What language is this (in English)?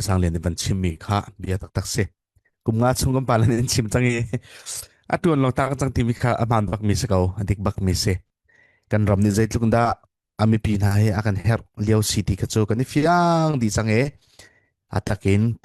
Falam Chin